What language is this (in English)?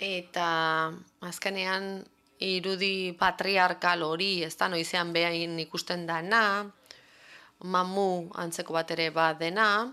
Basque